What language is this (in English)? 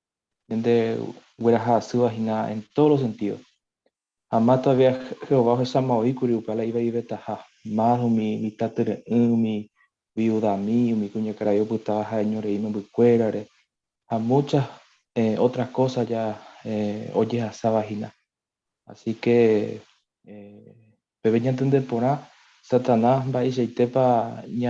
Guarani